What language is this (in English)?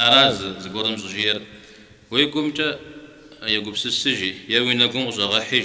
Kabardian